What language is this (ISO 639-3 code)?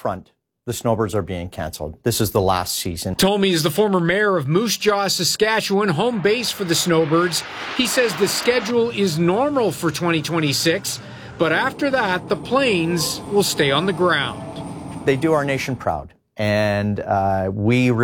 eng